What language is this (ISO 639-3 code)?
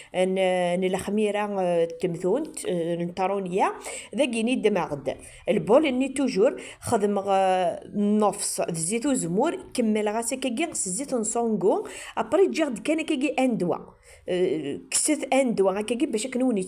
kab